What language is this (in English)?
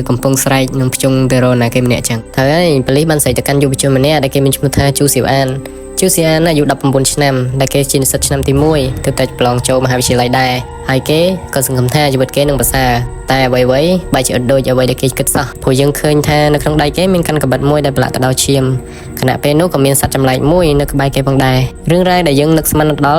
Khmer